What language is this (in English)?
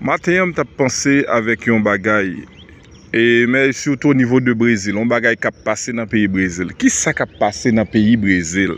Haitian Creole